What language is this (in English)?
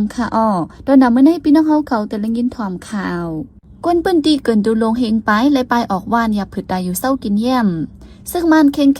Shan